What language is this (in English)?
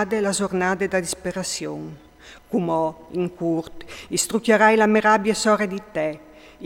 Friulian